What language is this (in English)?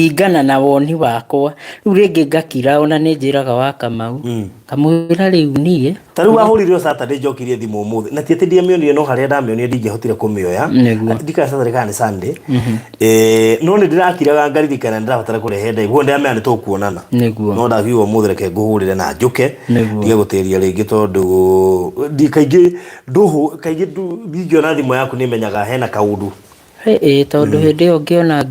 Kikuyu